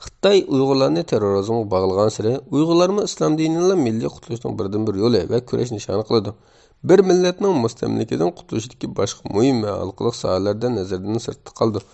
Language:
Uyghur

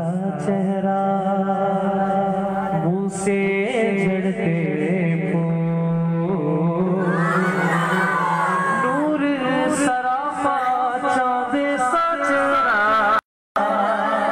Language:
Urdu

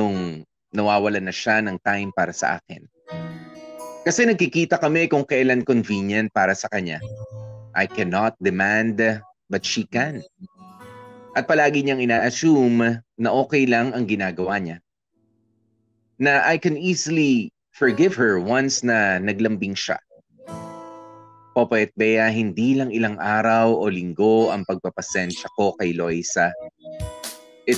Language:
Filipino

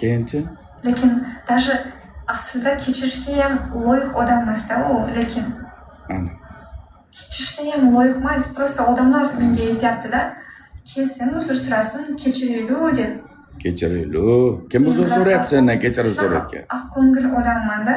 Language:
Uzbek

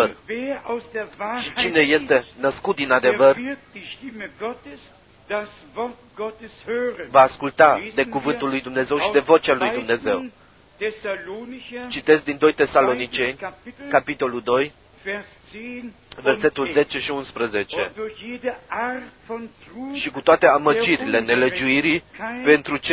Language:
Romanian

